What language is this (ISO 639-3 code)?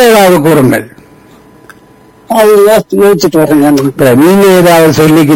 tam